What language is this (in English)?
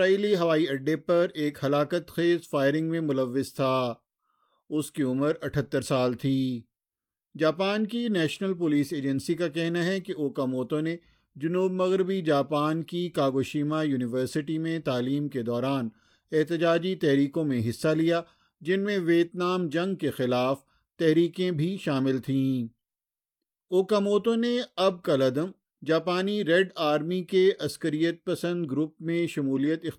Urdu